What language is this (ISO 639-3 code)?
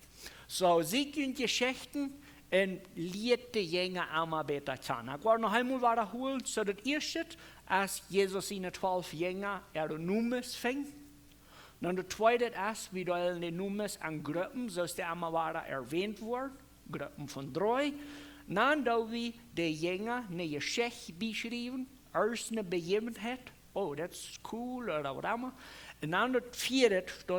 pdt